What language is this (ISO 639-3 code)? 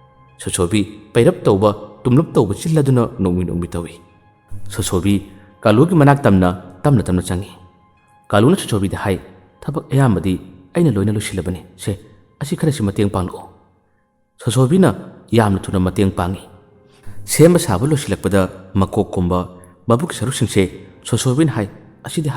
mni